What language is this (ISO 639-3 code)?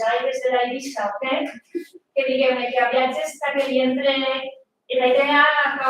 oci